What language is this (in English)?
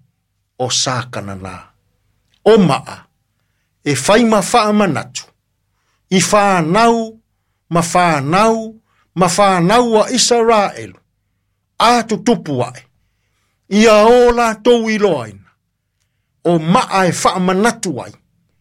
Samoan